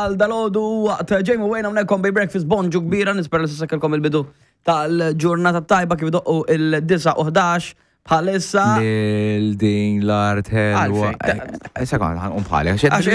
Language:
Maltese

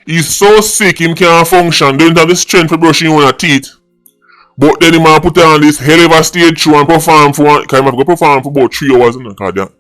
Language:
Jamaican Creole English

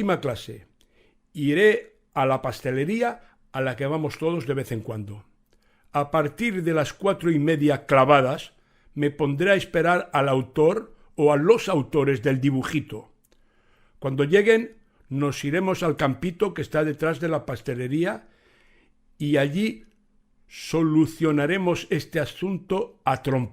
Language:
Ladino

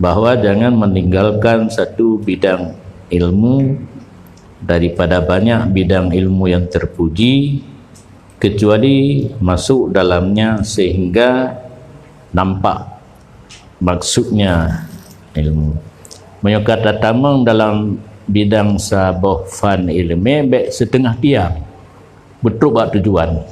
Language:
Achinese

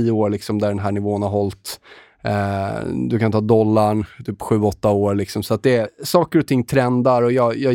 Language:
Swedish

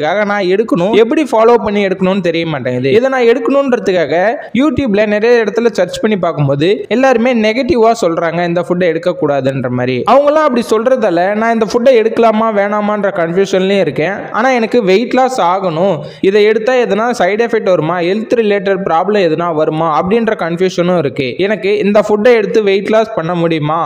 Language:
Tamil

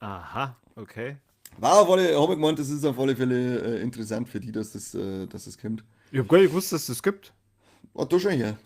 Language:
Bavarian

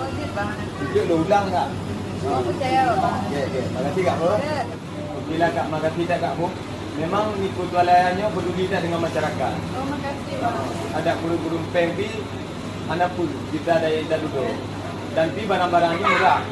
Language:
Achinese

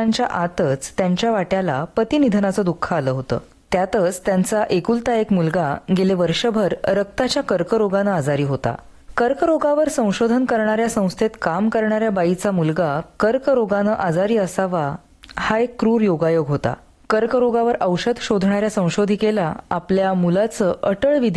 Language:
Marathi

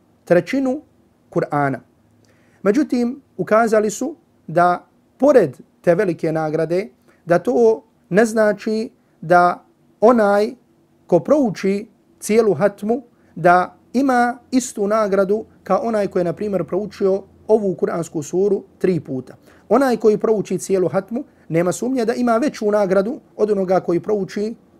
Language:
Bosnian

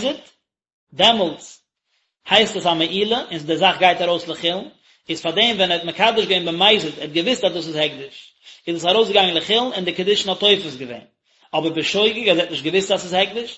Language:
Yiddish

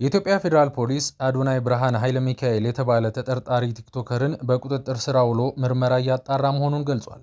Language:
Amharic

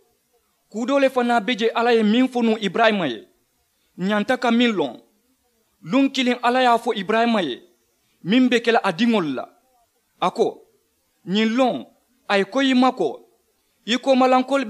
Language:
Mandingo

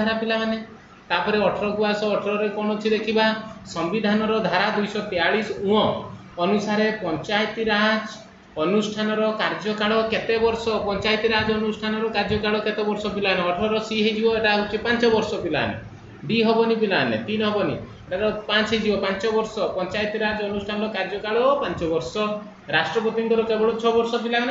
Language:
Odia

